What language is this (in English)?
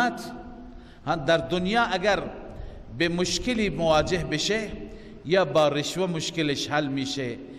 Persian